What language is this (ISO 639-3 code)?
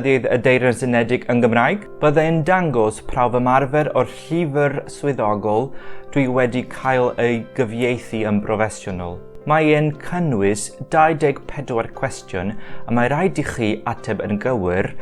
cym